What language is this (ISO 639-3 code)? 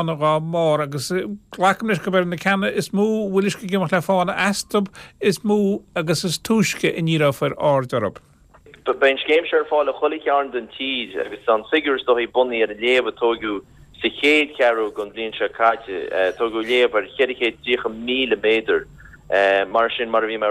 gle